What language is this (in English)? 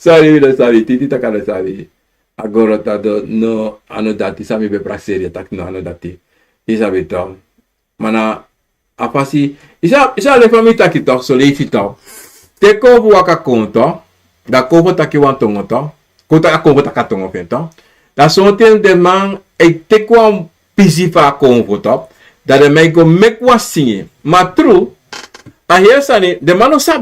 Sranan Tongo